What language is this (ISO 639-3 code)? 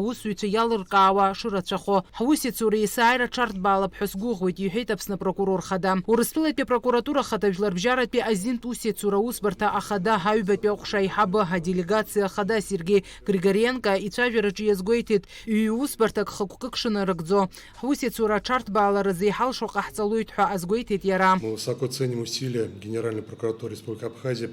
abk